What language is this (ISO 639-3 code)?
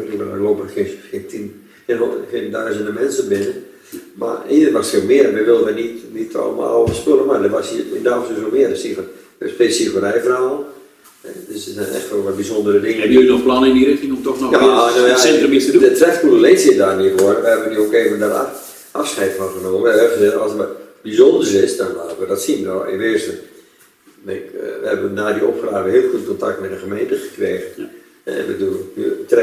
nld